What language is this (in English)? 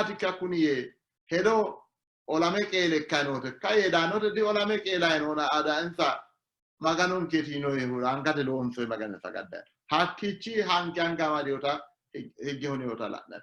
Sidamo